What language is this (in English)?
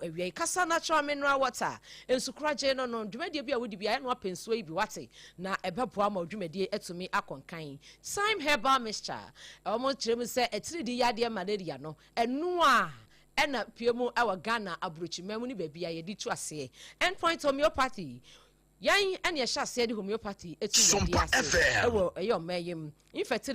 Akan